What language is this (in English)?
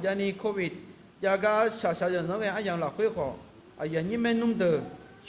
Akha